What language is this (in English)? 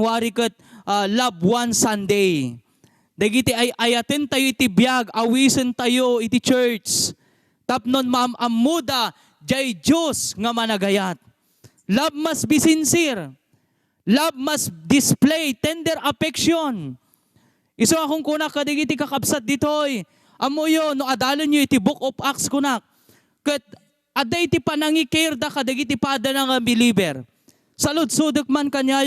Iloko